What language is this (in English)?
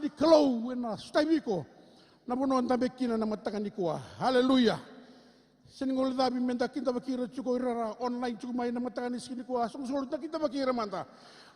Fijian